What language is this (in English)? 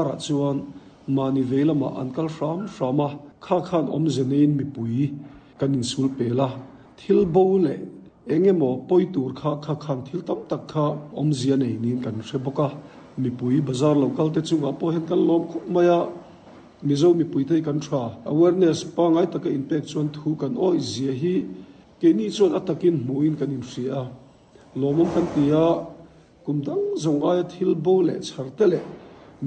Mizo